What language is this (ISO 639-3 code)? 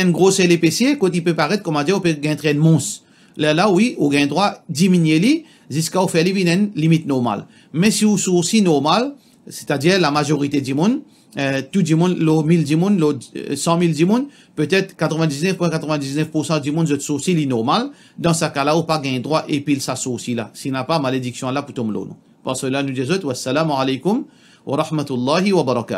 mfe